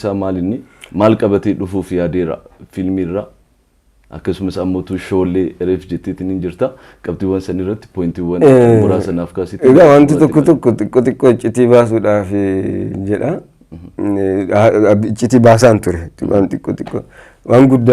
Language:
Oromo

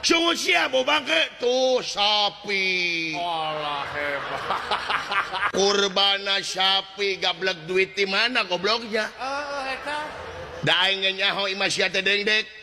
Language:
Sundanese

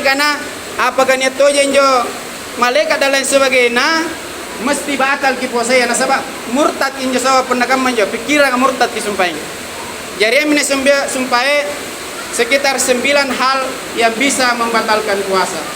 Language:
Makasar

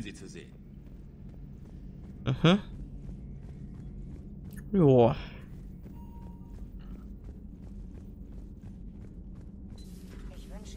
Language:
German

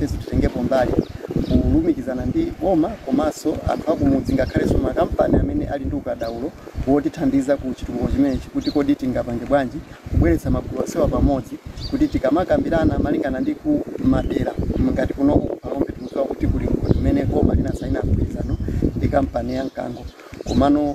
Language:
Nyanja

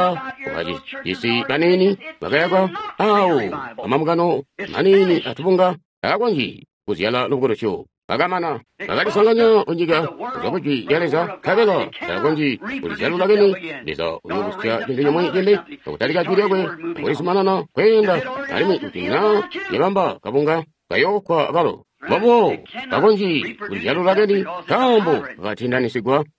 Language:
Tonga (Zambia)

